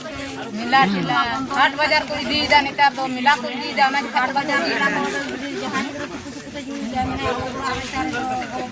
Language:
Santali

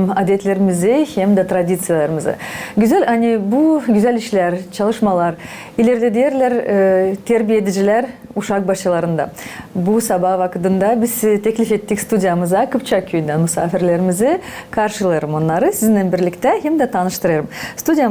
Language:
Gagauz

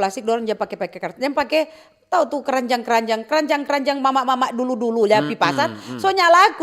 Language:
Manado Malay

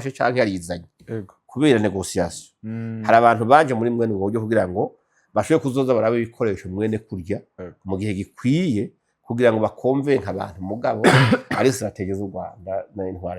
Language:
Rundi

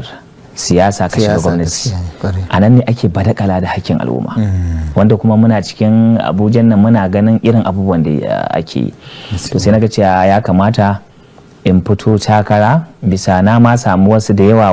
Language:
Hausa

